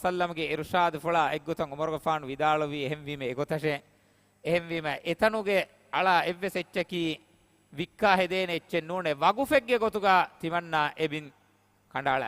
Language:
Divehi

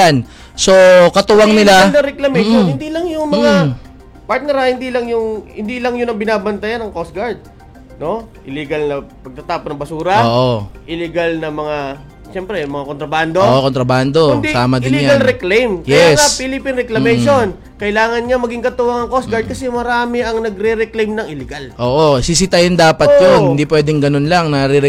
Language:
Filipino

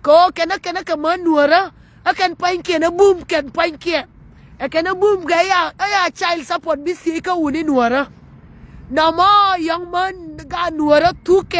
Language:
Nuer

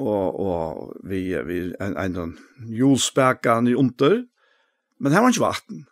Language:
Faroese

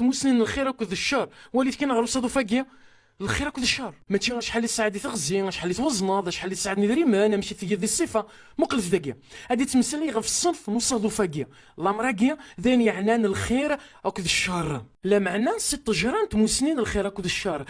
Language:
Kabyle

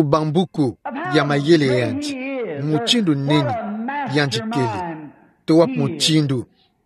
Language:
Kituba (Democratic Republic of Congo)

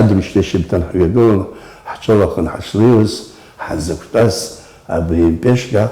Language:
Abkhazian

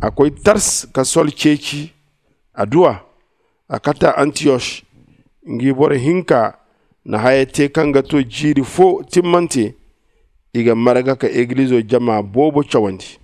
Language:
Zarma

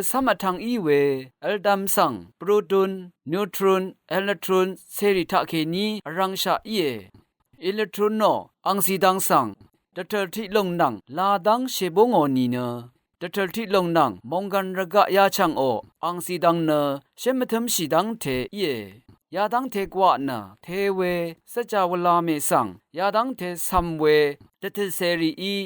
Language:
Rawang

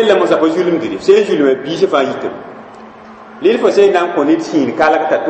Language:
Mossi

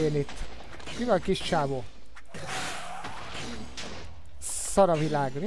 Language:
Hungarian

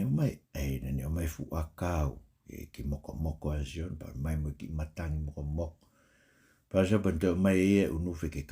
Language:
Tongan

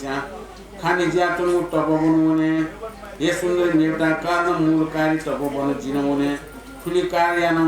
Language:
Newari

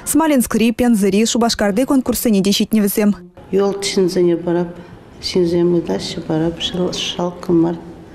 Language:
Chuvash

